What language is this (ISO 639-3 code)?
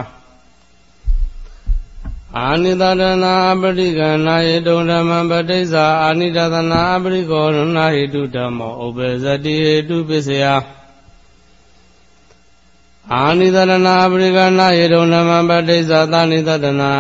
mya